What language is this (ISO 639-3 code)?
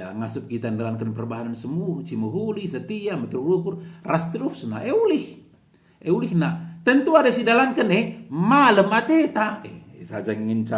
btx